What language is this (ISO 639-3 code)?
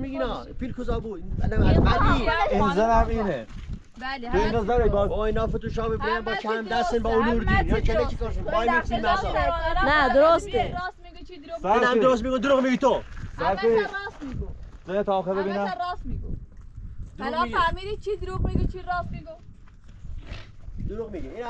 fas